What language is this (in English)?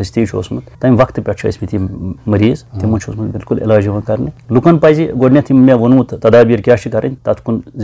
Kashmiri